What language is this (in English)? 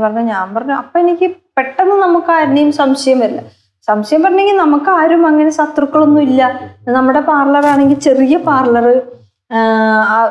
Malayalam